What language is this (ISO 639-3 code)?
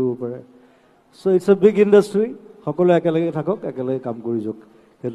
asm